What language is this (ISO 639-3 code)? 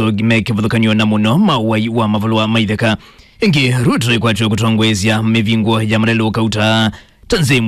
kam